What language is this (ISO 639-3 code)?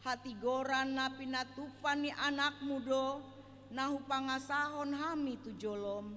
bbc